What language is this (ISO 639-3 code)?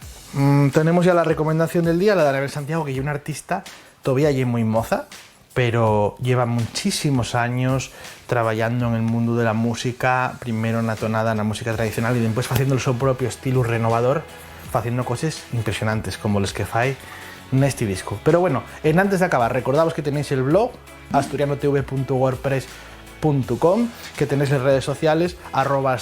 ast